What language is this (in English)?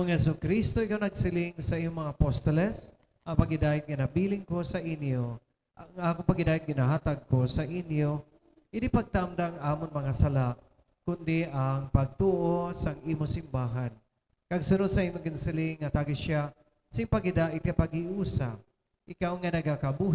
Hiligaynon